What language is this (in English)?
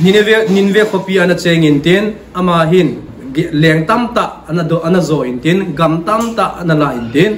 Thado Chin